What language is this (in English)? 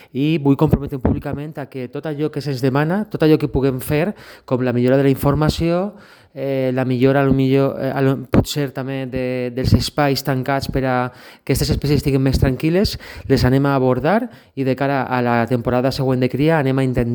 Catalan